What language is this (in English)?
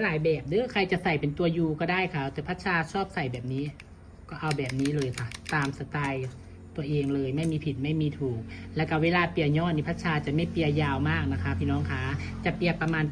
Northeastern Thai